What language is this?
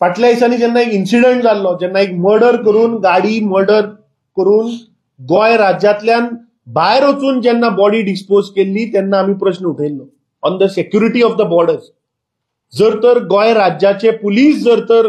Konkani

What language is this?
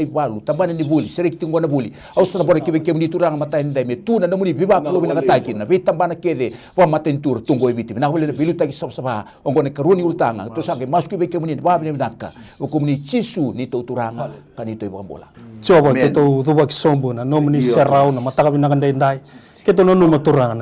Fijian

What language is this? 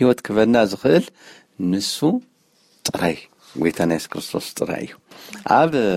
Tigrinya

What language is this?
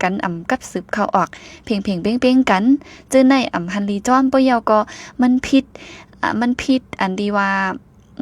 Shan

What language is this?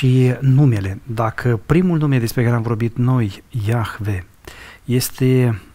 Romanian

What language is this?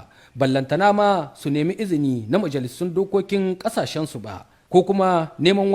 Hausa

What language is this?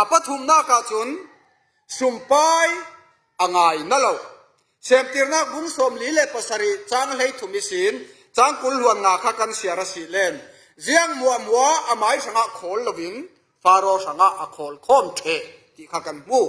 Falam Chin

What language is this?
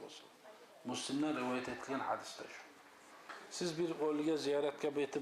Kumyk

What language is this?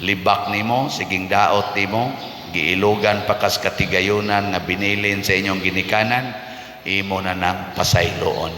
Cebuano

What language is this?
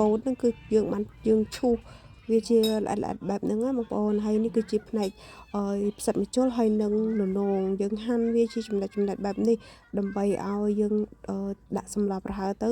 Khmer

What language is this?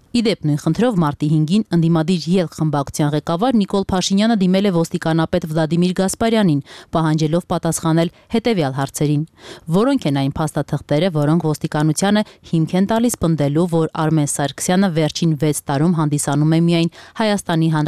Armenian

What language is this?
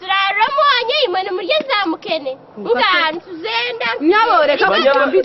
Nyankole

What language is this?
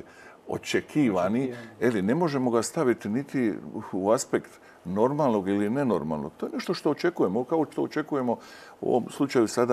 Croatian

